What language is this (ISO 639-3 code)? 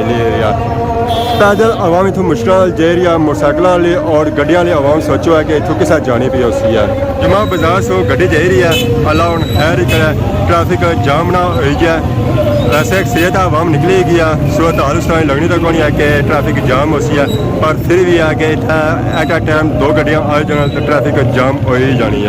phr